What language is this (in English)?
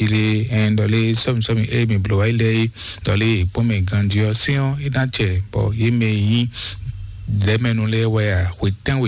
Fon